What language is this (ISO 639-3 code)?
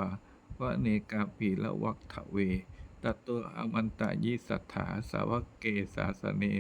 pli